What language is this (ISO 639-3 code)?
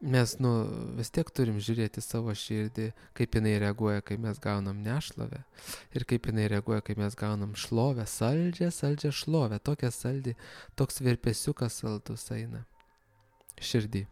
lit